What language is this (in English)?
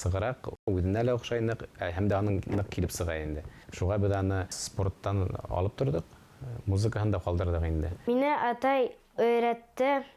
Bashkir